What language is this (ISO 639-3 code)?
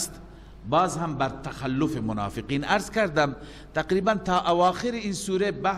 fas